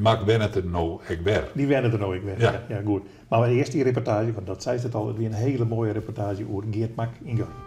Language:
Western Frisian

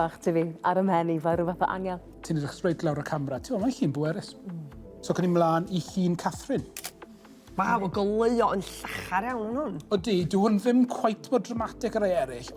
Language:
Welsh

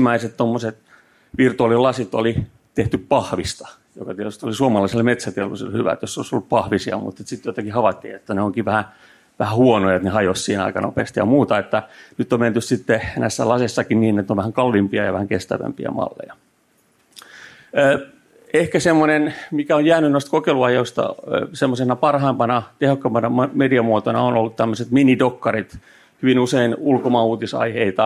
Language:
Finnish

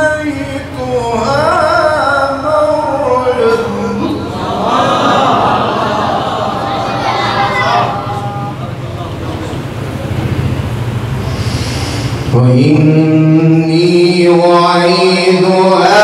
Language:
Arabic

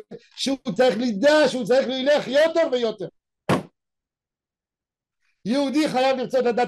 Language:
Hebrew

